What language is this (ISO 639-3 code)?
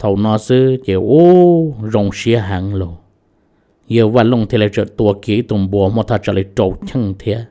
hmn